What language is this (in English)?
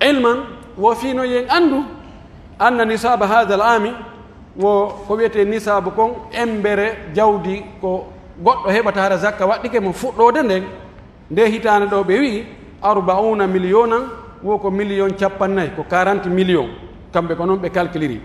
Pular